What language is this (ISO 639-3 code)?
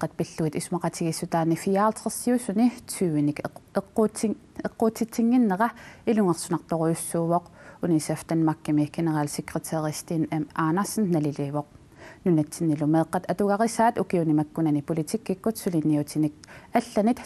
kal